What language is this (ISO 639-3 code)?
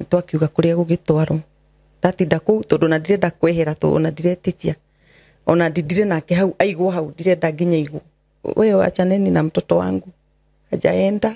kik